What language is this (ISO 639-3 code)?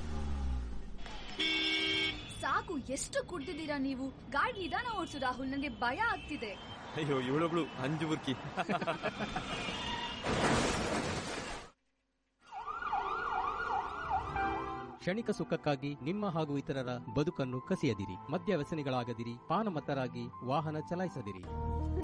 kan